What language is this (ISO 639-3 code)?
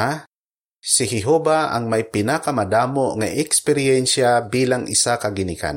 hil